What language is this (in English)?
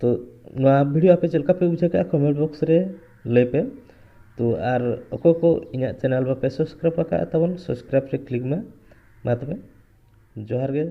Santali